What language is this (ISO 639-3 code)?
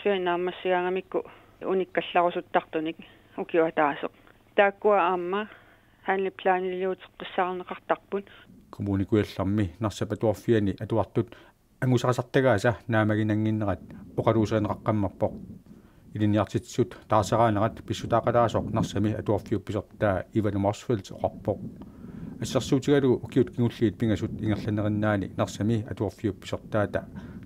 kal